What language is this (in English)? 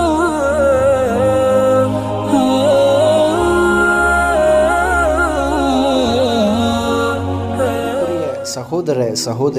Tamil